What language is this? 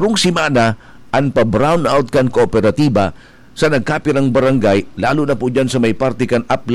Bikol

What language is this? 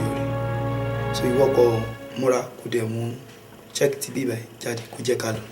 Yoruba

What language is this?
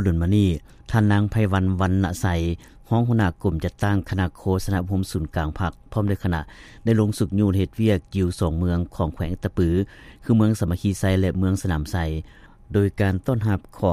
Lao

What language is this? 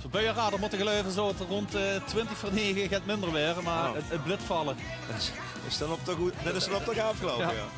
Limburgish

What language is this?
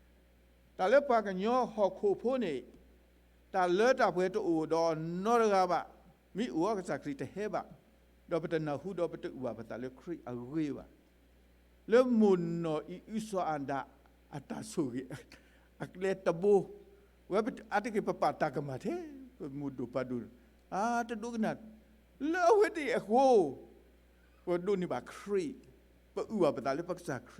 S'gaw Karen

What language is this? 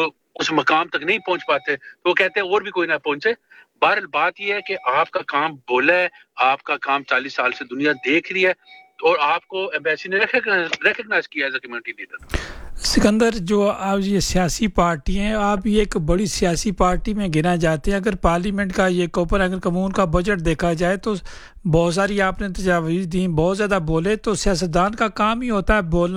Urdu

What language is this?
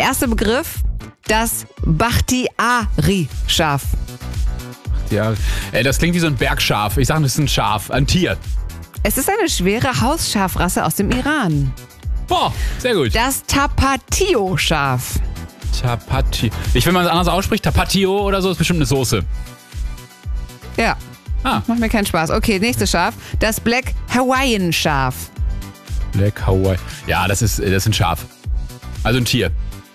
German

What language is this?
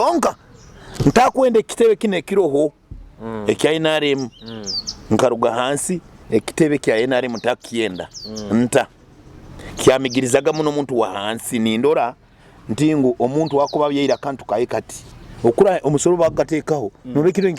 Nyoro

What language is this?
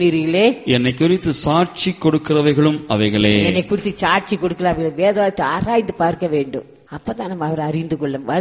Tamil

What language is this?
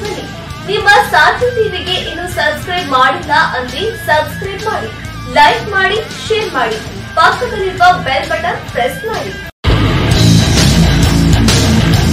Kannada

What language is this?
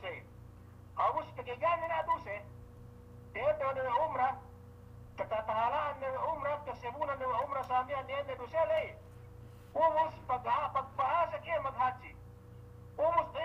Yakan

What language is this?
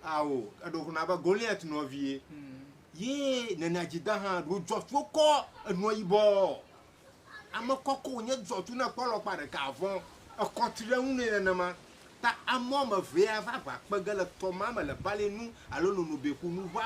Ewe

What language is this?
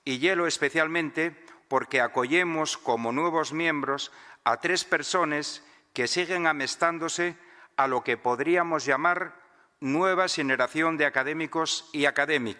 Asturian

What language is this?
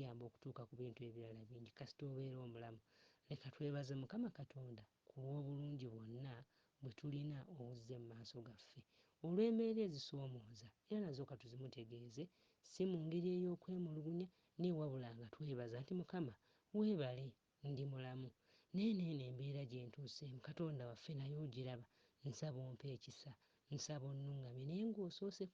Ganda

